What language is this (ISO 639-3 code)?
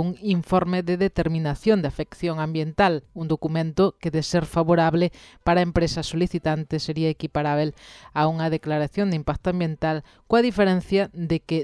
glg